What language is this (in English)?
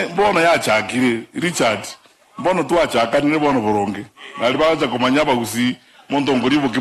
Gusii